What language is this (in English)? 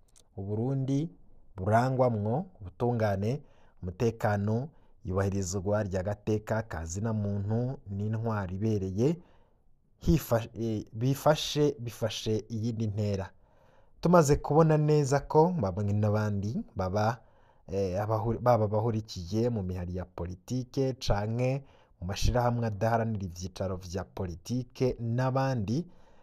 Rundi